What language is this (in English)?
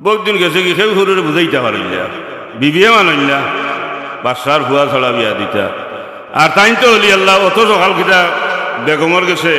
Sylheti